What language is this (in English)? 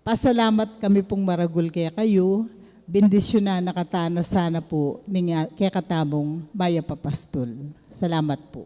Pampanga